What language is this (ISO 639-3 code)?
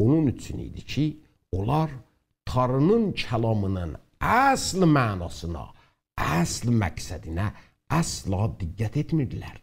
azb